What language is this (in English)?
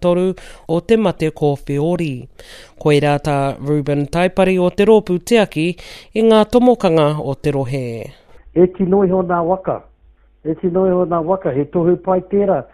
Māori